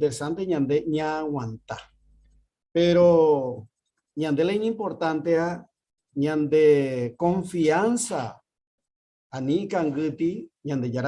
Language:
Guarani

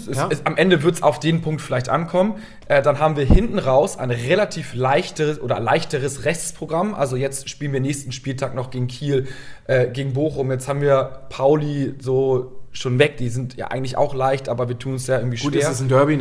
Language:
German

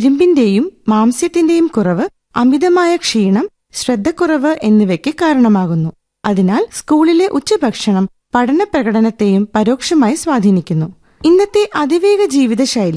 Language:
Malayalam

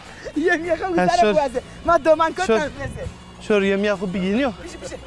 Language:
Zaza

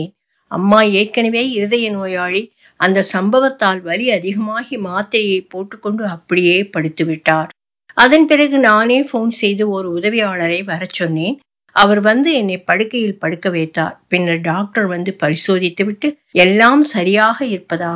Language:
Tamil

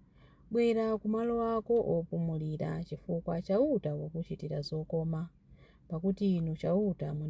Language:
Nyanja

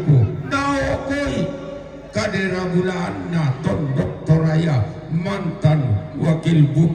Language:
Toraja-Sa'dan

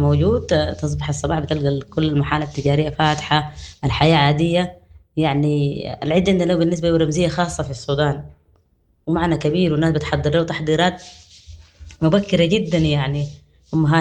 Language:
Sudanese Arabic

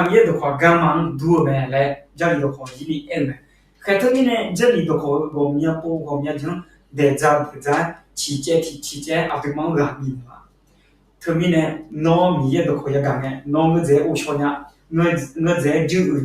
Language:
Akha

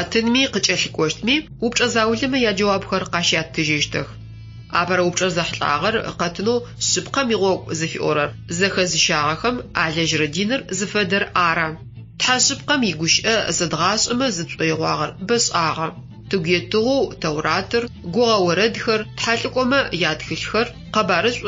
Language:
Adyghe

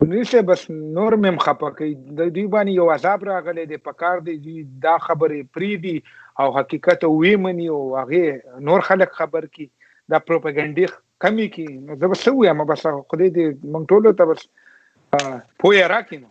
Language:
Pashto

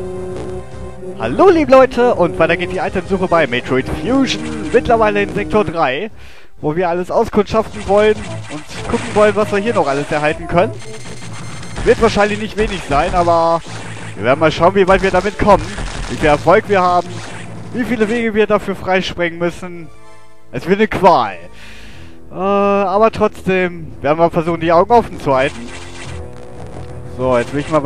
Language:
German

